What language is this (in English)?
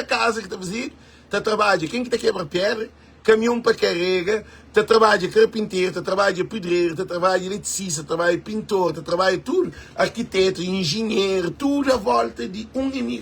Kabuverdianu